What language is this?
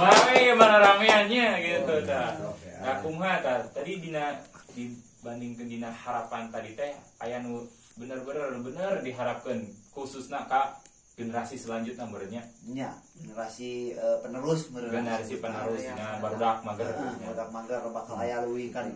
Sundanese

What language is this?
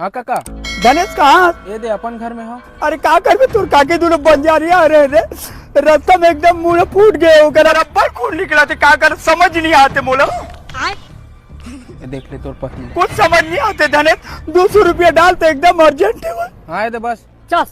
Chhattisgarhi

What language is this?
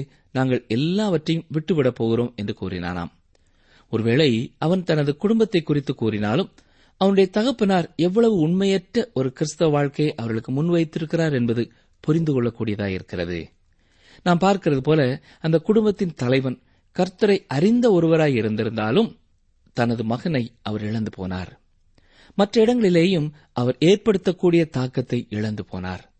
Tamil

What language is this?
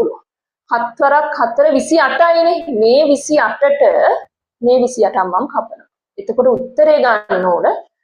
Sinhala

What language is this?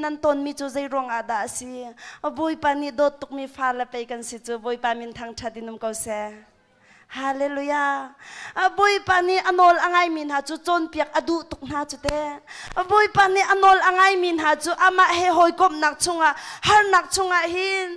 Hakha Chin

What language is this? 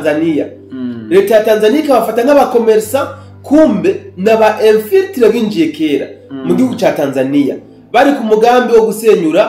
Rundi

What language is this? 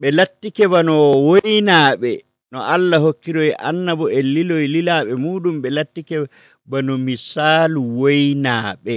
Nigerian Fulfulde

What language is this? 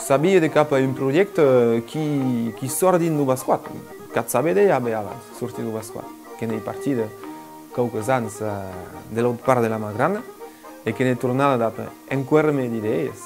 Occitan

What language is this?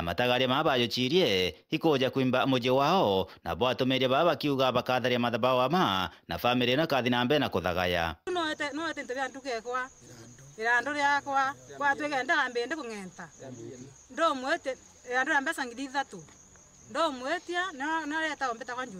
Meru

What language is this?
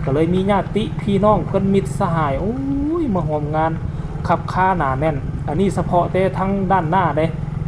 Northeastern Thai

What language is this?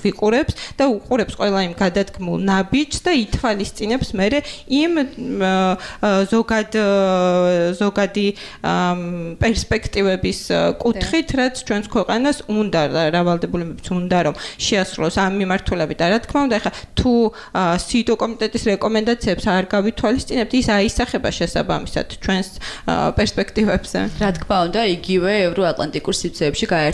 Georgian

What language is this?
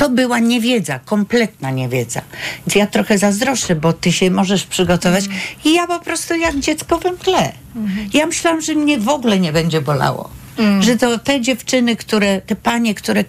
Polish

